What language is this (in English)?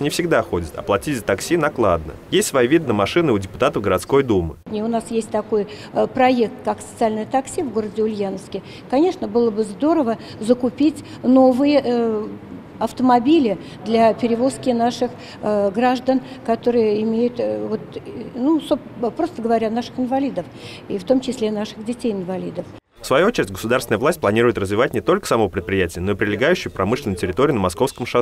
Russian